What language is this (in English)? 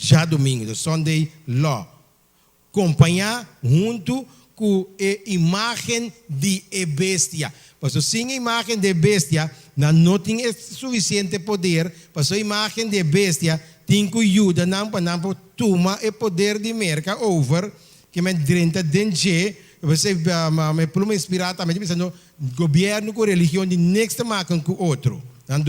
Papiamento